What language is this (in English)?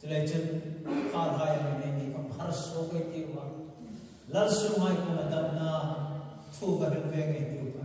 Hmar